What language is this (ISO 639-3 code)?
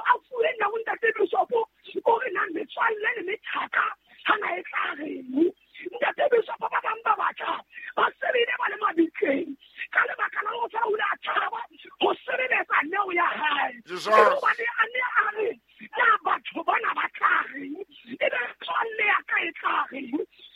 sot